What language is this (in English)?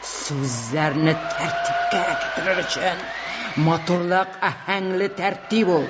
Tatar